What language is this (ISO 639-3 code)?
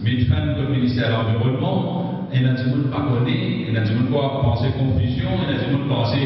mfe